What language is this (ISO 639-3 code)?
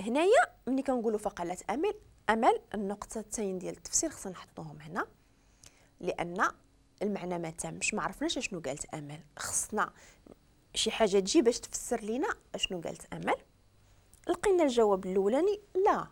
ary